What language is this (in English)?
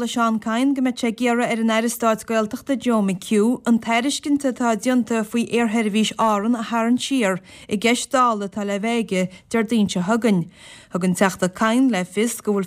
Irish